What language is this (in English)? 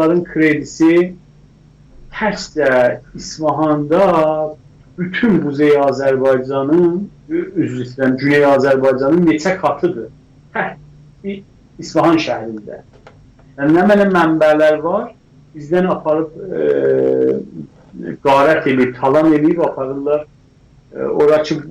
South Azerbaijani